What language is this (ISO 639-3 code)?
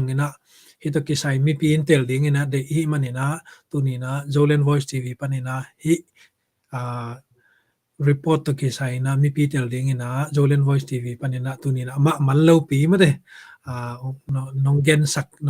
ctd